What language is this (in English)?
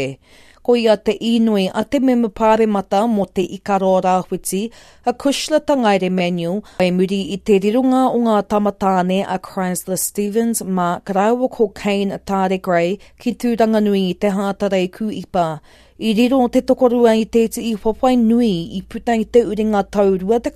Māori